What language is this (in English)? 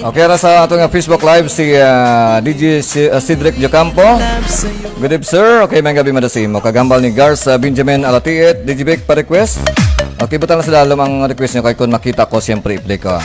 Hiligaynon